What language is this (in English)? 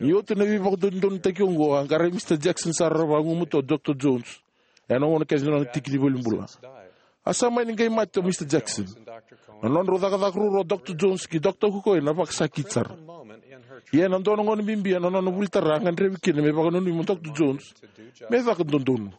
Fijian